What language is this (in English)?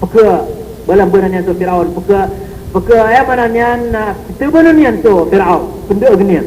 Maranao